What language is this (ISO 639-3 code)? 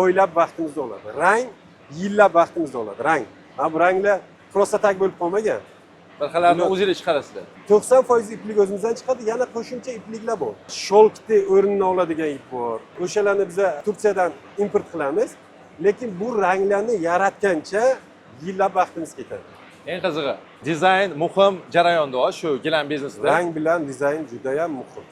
uzb